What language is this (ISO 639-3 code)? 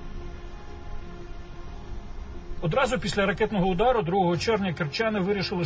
ukr